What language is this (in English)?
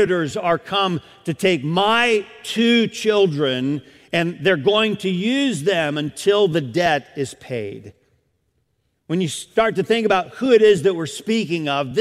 English